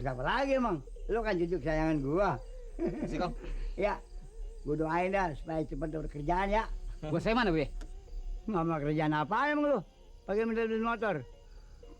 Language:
Betawi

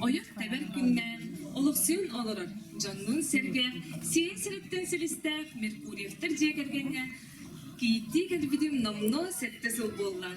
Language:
Yakut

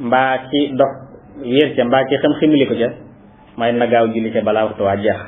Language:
Wolof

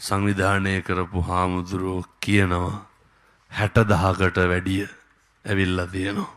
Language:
Sinhala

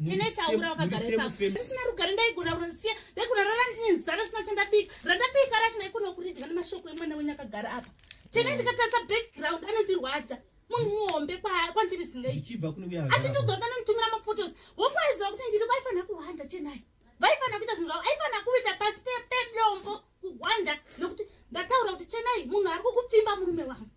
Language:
Shona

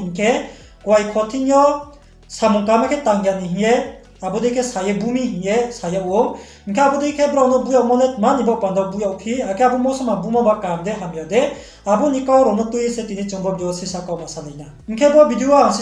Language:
Riang (India)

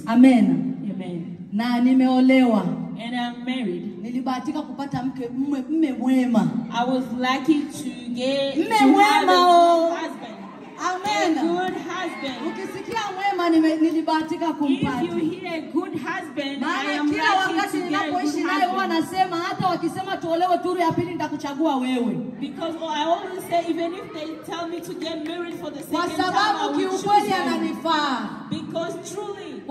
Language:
Swahili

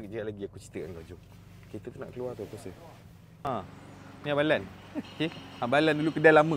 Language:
Malay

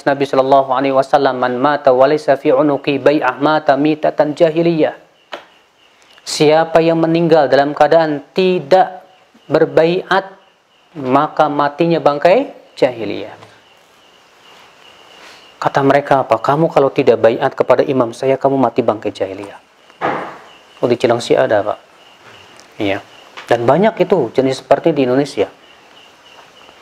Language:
Indonesian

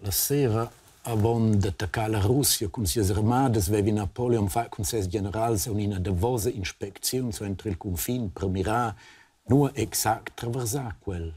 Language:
Romansh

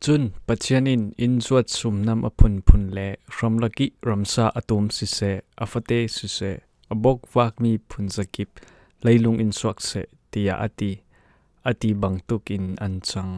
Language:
Falam Chin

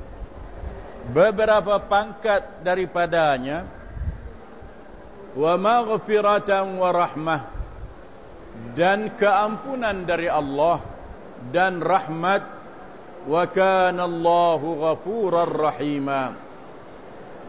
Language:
Malay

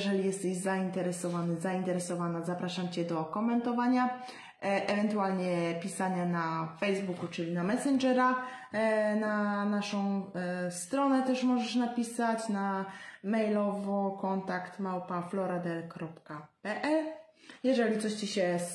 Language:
Polish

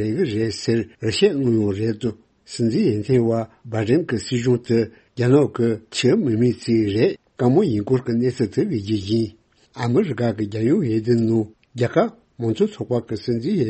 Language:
Tibetan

